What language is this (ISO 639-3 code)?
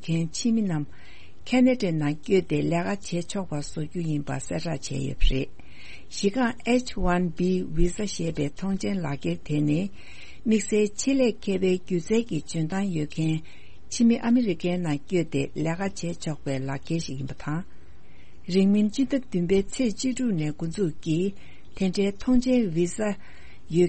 bod